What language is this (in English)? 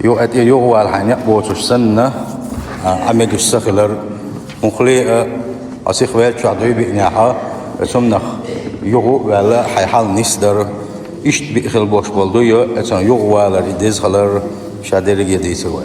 Chechen